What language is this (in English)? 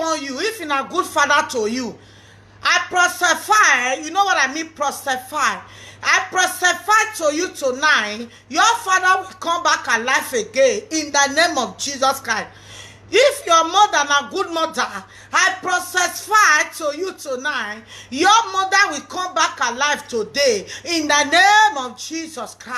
Nigerian Pidgin